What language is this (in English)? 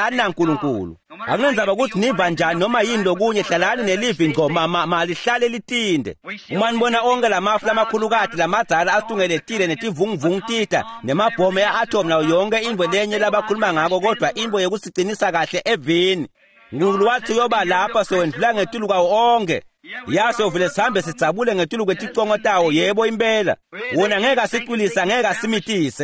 Swati